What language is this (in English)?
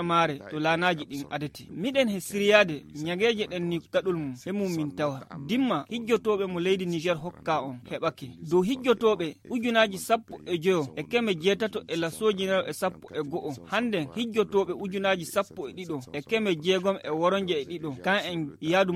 Nigerian Fulfulde